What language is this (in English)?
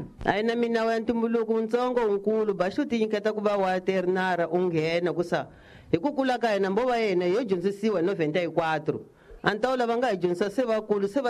Tsonga